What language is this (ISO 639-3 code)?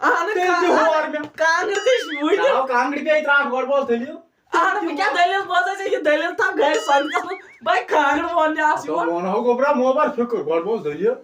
kas